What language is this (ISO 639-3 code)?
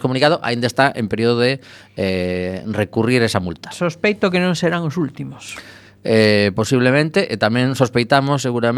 glg